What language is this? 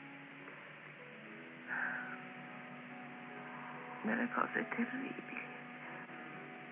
Italian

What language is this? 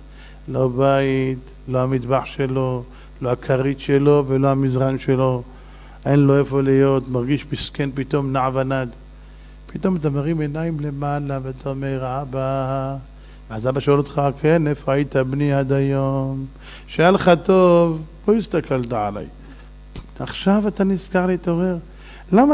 Hebrew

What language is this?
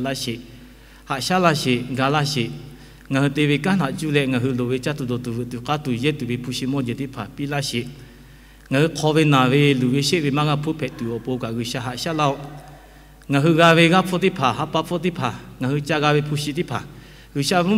Lahu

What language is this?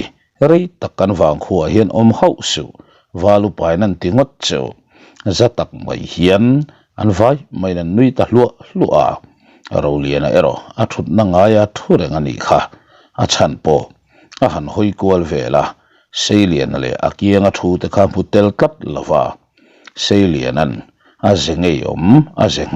Mizo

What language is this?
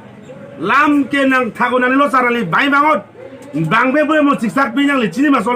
Karbi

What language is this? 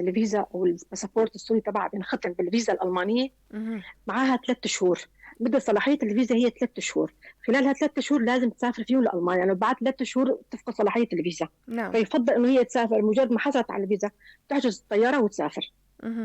North Levantine Arabic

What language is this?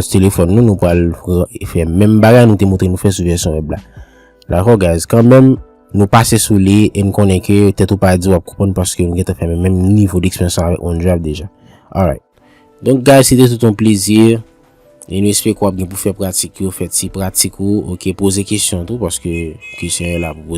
Haitian Creole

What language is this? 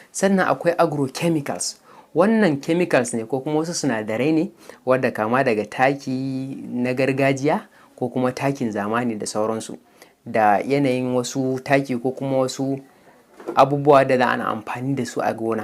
Hausa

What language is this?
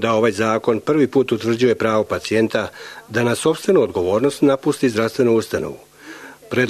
Serbian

